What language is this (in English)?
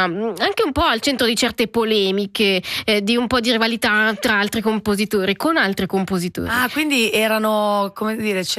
Italian